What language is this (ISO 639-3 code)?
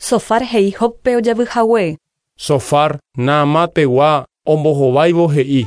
grn